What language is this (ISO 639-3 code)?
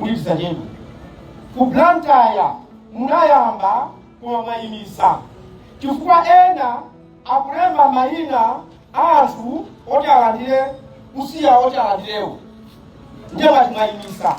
nya